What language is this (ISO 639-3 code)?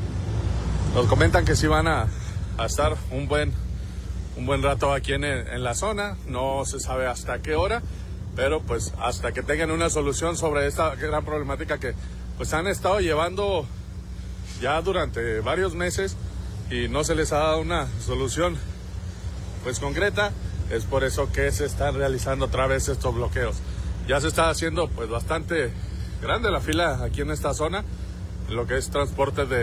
spa